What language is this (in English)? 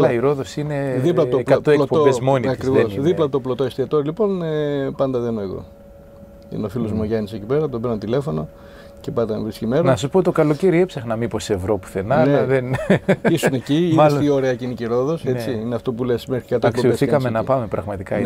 Greek